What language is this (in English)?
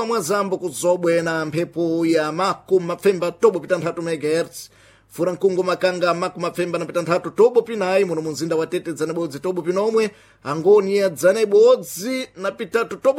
Sena